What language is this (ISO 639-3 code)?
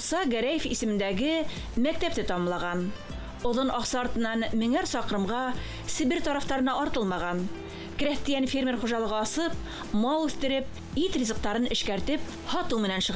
bak